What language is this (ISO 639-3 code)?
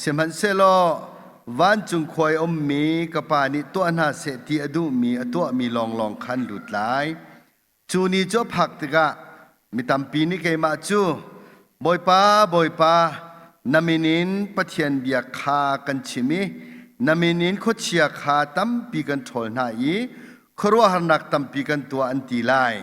cnh